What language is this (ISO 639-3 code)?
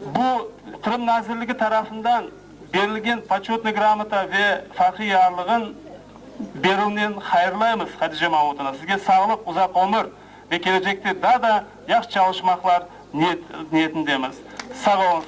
crh